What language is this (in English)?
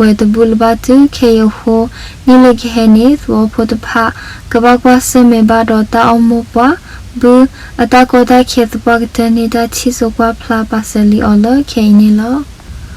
S'gaw Karen